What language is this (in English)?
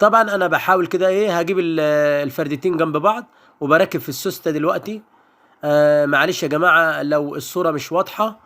Egyptian Arabic